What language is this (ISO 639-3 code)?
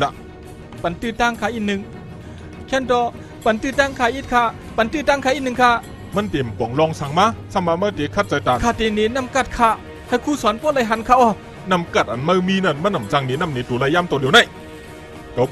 shn